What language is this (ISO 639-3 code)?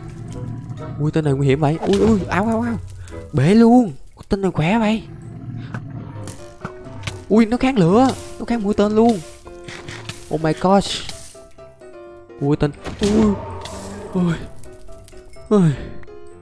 vie